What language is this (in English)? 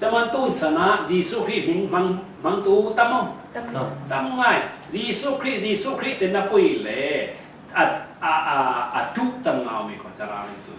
Falam Chin